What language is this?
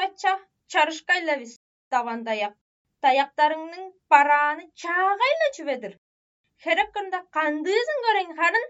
Tuvinian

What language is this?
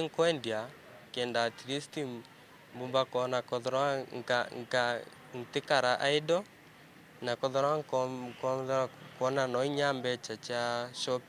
Meru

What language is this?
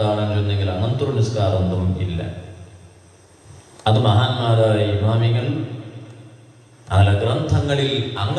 Malayalam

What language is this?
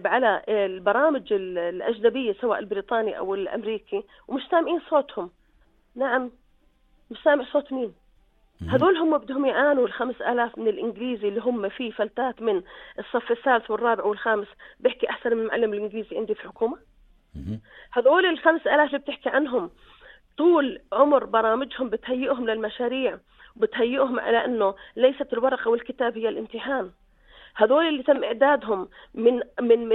North Levantine Arabic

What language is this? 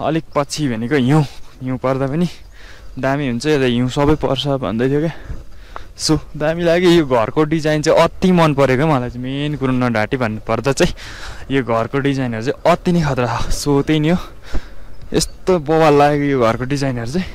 Nepali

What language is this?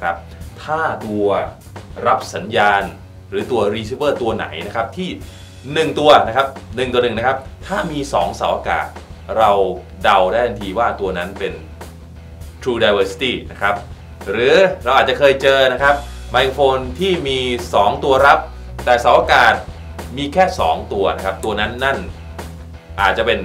Thai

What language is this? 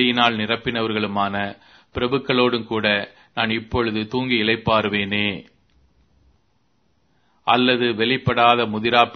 Tamil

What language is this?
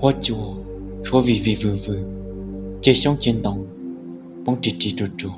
Hmong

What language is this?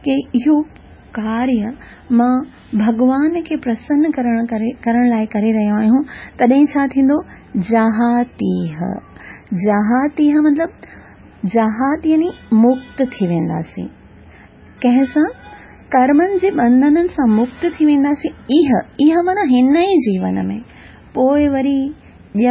Sindhi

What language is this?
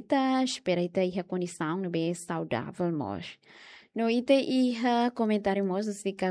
Tetum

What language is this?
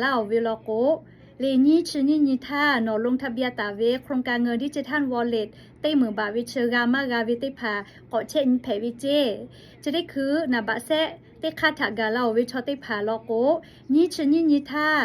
Lahu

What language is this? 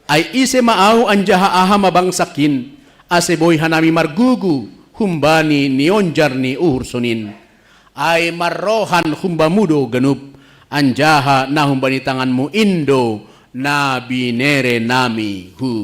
Batak Simalungun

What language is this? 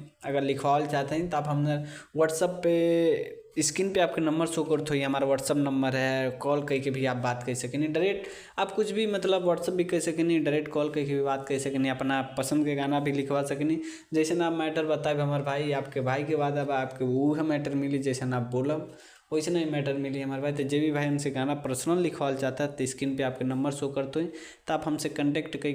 Bhojpuri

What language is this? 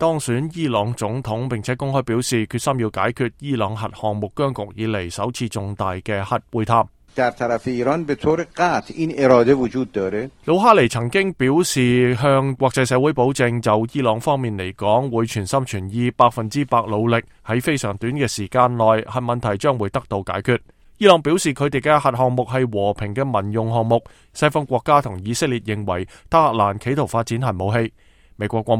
Cantonese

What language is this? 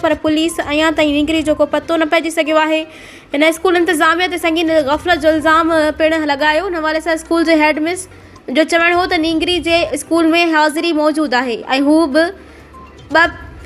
Sindhi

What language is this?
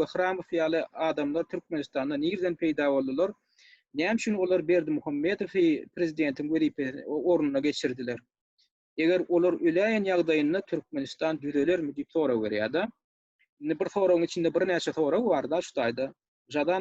Turkmen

